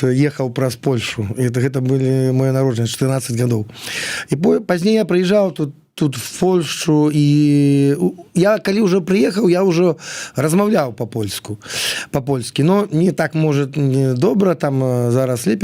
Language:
Belarusian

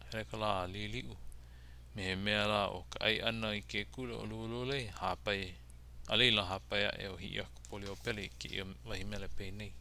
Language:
Hawaiian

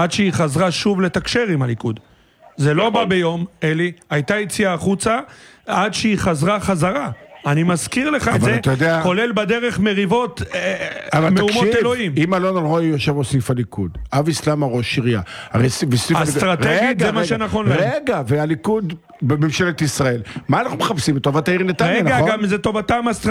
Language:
Hebrew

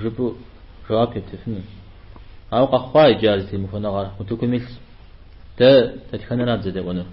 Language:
Kabardian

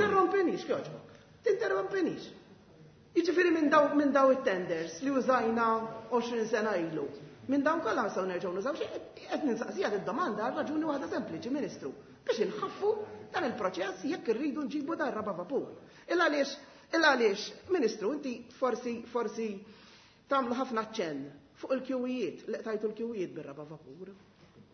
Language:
Maltese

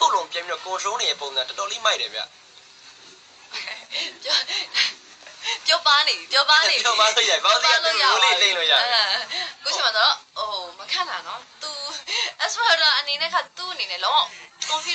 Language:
Burmese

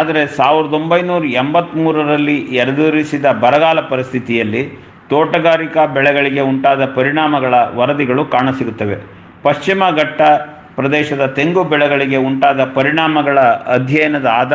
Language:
Kannada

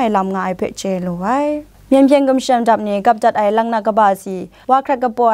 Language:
Kachin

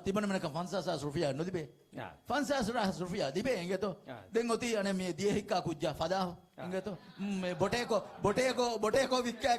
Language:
Divehi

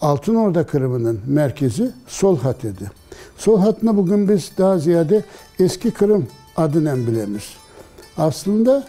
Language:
Crimean Tatar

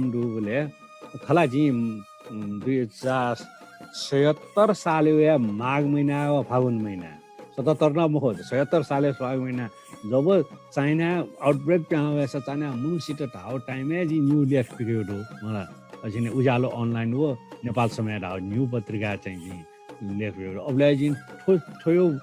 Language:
Newari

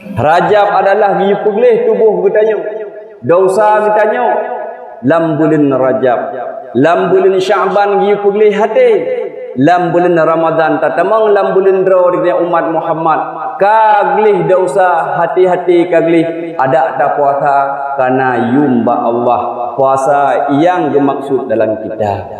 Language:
Achinese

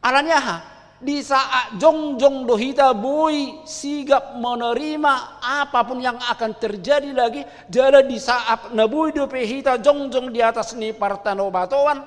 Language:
Batak Toba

